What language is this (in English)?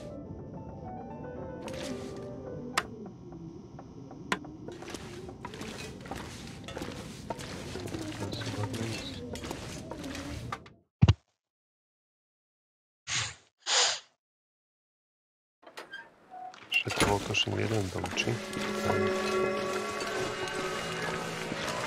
Slovak